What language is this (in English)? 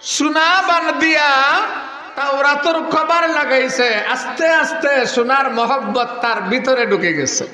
Sylheti